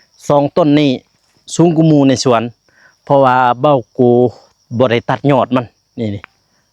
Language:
Lao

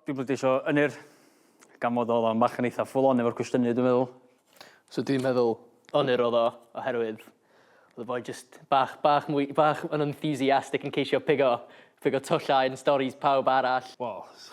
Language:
Welsh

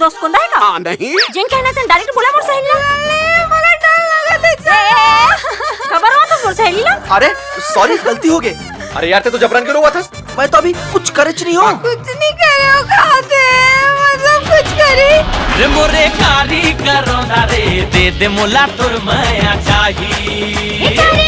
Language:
Chhattisgarhi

